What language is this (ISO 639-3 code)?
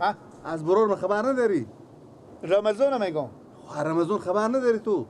fas